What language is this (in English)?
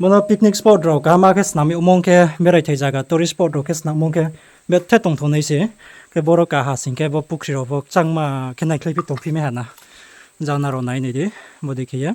Riang (India)